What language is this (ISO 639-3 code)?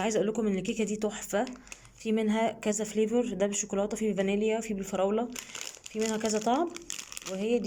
arz